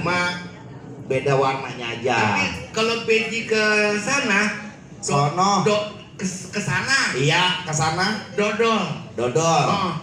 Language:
Betawi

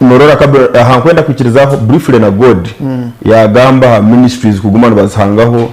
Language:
Nyankole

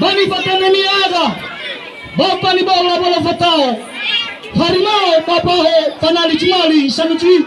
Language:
Nias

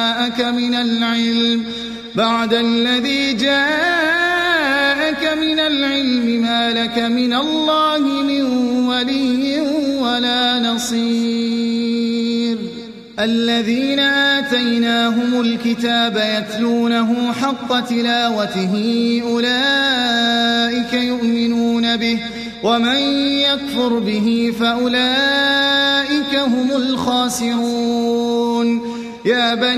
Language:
Arabic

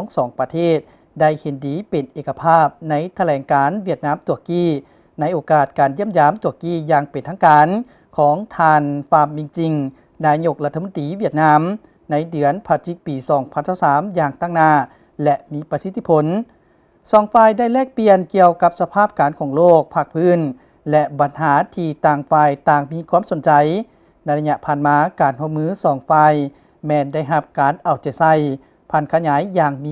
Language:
Lao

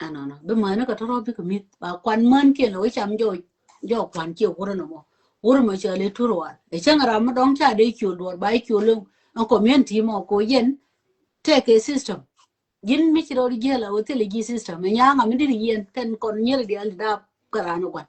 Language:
Nuer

